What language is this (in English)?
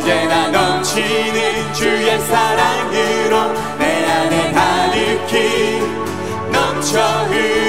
Korean